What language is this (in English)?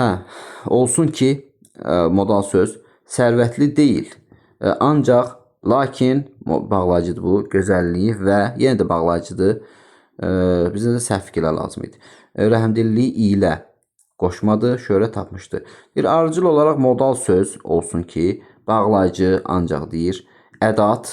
Azerbaijani